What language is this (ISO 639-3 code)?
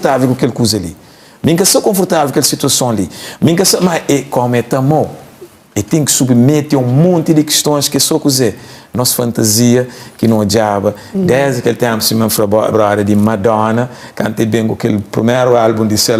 kea